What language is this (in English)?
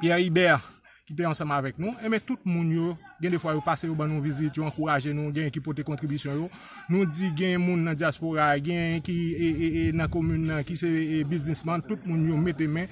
Haitian Creole